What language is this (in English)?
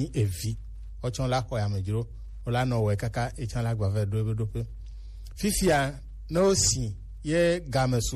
Gen